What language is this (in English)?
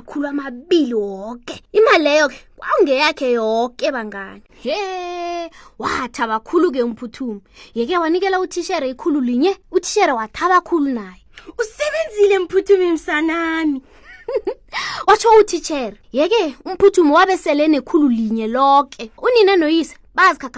South Ndebele